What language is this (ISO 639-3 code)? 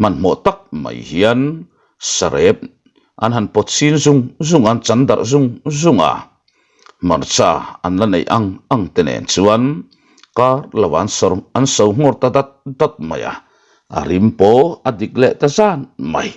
lus